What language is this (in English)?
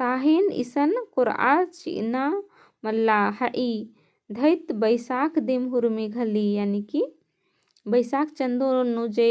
Kurukh